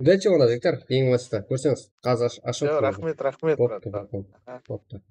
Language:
Kara-Kalpak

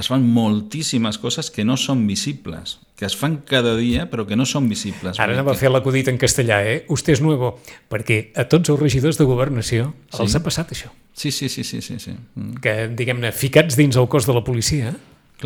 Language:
Catalan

